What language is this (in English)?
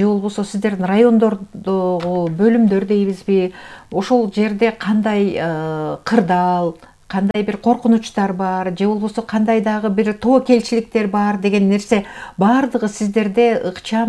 Kyrgyz